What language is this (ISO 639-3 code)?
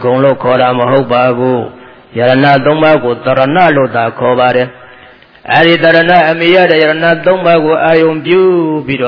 mya